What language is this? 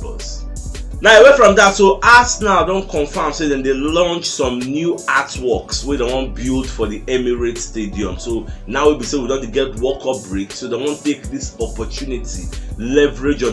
Nigerian Pidgin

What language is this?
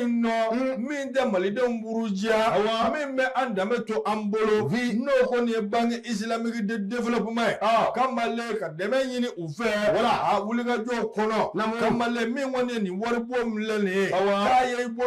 Bambara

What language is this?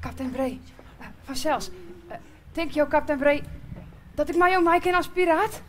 Western Frisian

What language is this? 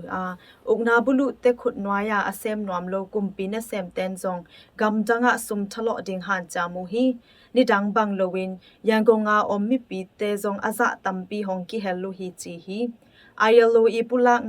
Tedim Chin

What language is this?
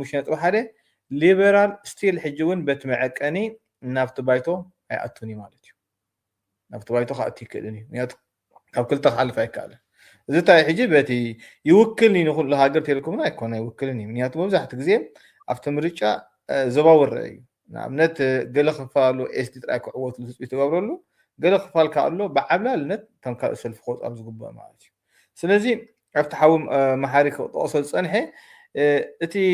Tigrinya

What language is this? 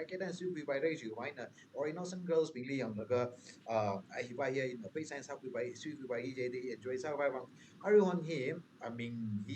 Tangkhul Naga (India)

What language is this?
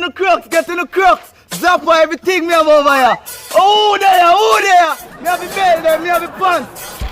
Jamaican Creole English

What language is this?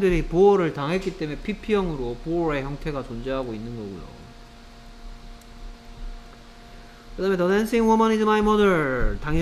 Korean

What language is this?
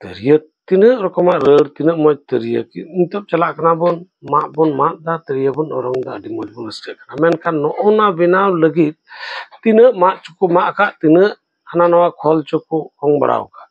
Santali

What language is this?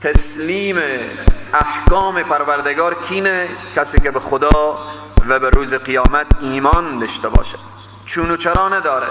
Persian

